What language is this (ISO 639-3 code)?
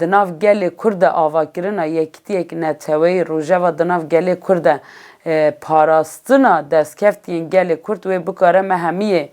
kur